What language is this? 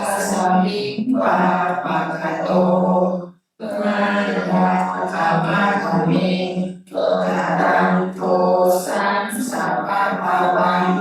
Pali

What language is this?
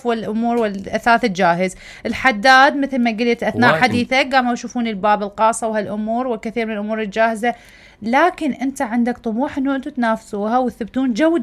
Mesopotamian Arabic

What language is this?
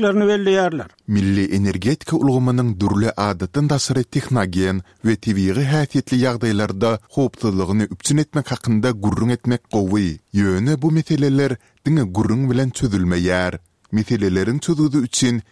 Turkmen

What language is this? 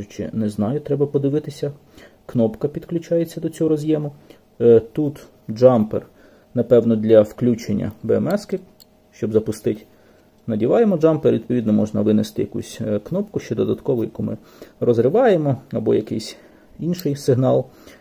Ukrainian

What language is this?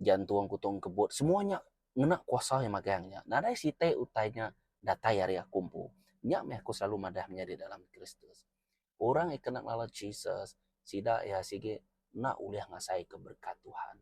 Iban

